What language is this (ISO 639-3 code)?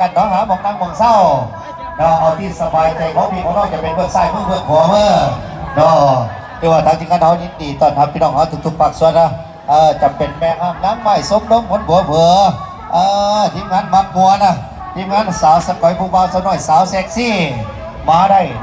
lao